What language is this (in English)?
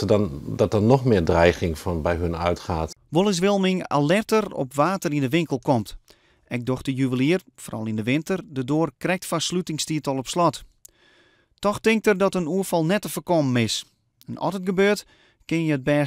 Western Frisian